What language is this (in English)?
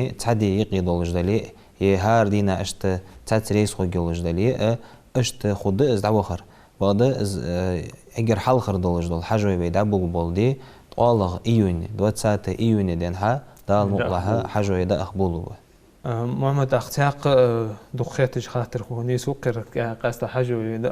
Ingush